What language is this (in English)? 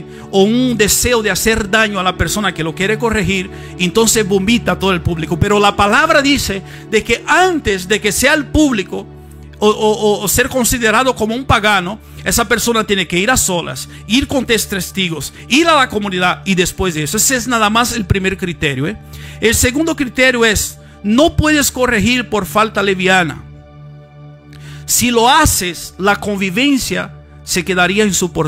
Spanish